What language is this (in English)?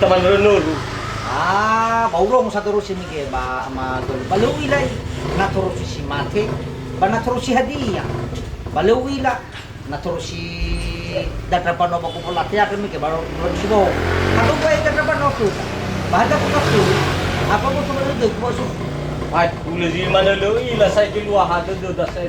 Nias